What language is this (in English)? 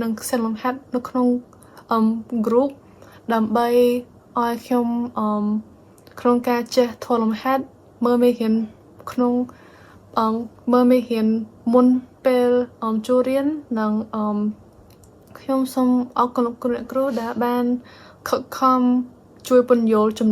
Khmer